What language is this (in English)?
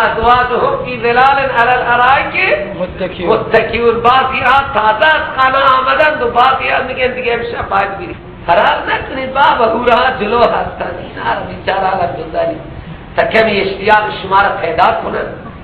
Persian